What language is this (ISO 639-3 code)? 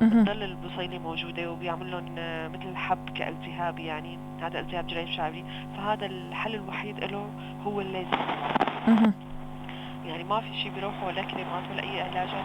apc